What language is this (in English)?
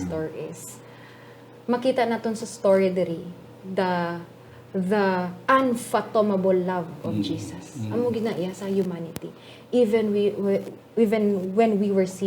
Hiligaynon